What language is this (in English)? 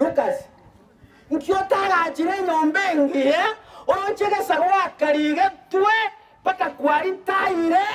Gusii